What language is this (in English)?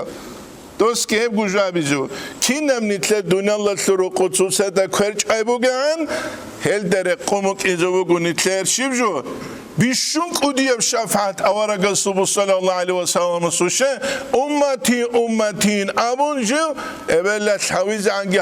Avaric